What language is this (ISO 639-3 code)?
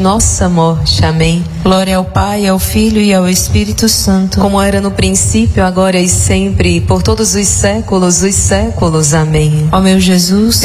por